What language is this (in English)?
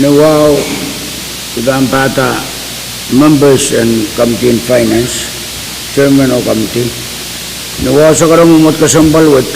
Pohnpeian